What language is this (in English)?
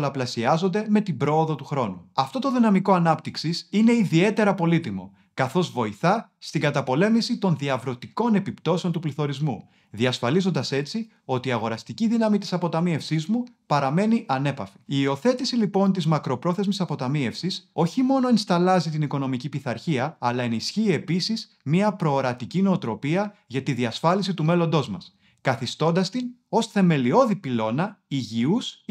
Greek